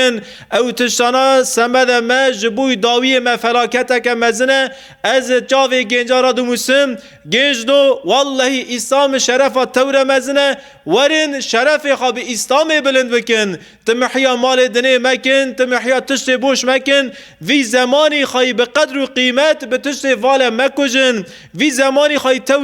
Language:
Kurdish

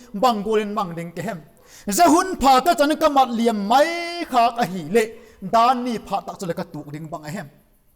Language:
Vaiphei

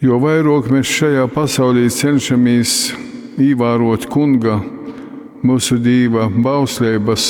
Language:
Latgalian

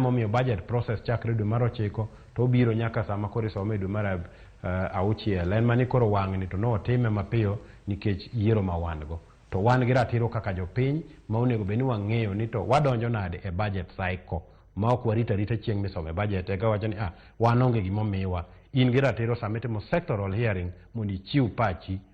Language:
Luo (Kenya and Tanzania)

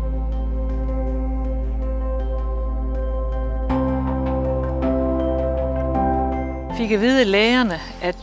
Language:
Danish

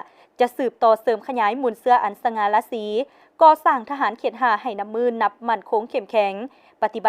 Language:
Lao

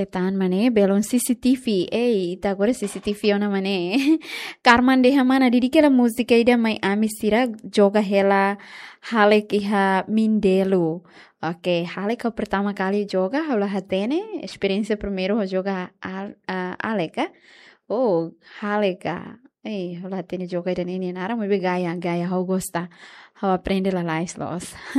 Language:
Tetum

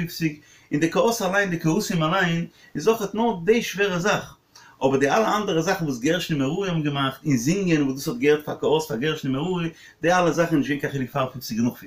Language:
Yiddish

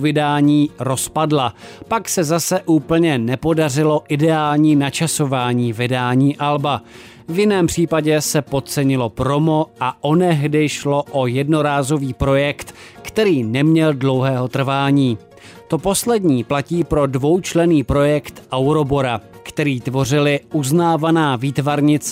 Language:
Czech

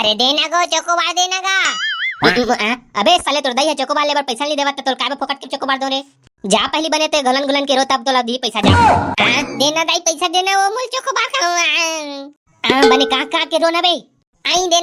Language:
Chhattisgarhi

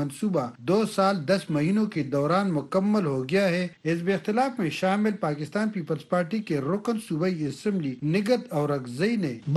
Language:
Urdu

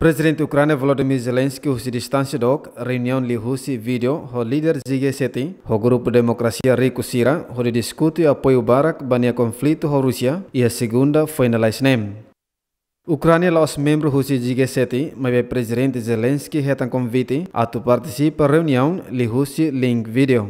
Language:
Tetum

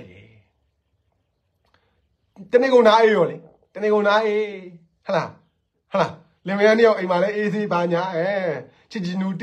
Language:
Burmese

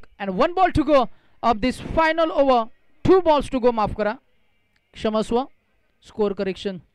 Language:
Marathi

